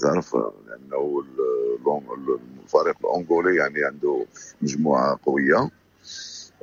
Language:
Moroccan Arabic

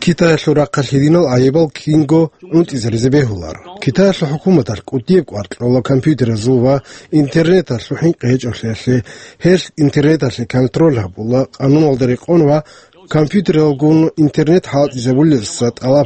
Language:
Avaric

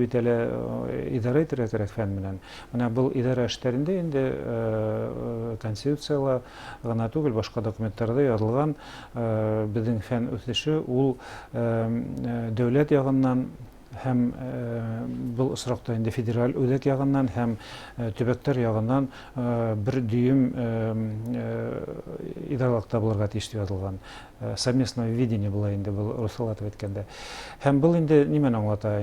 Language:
Bashkir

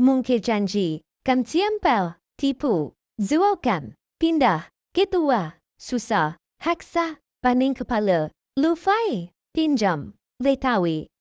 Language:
Tedim Chin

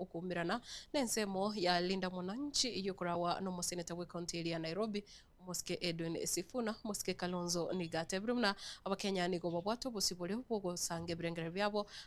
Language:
Gusii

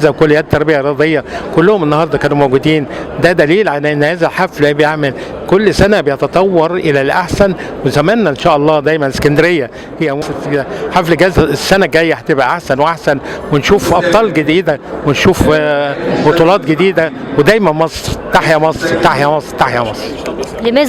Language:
Egyptian Arabic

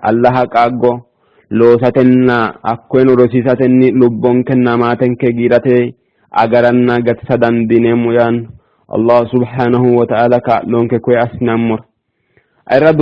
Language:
Sidamo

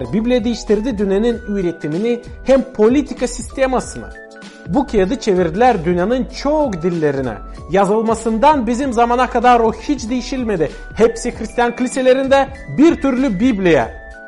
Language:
Gagauz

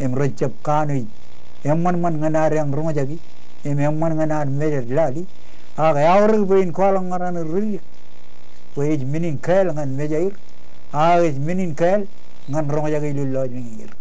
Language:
Marshallese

